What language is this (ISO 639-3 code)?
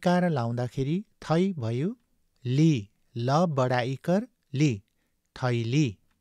nep